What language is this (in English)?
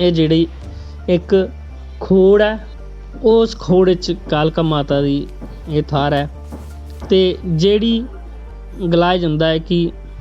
Dogri